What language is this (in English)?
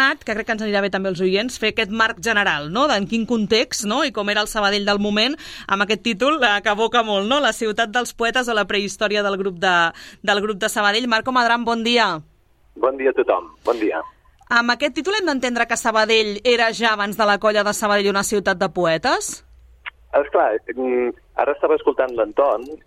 Catalan